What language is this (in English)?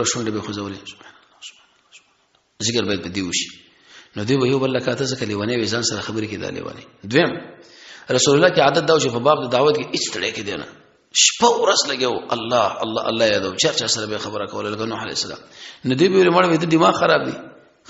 Pashto